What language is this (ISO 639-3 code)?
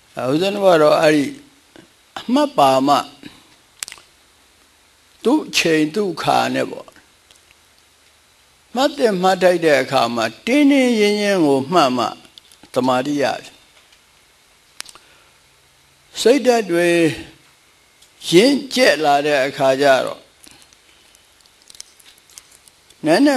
mya